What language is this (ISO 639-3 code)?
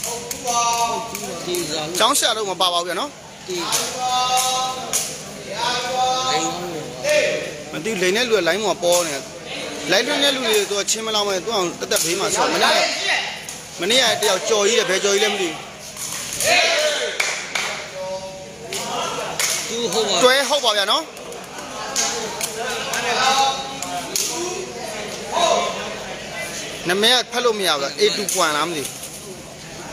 mya